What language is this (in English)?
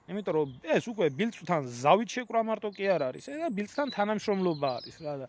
Georgian